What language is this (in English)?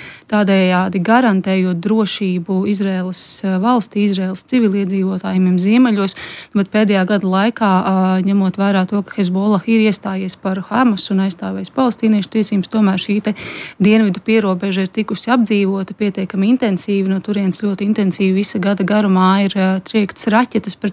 Latvian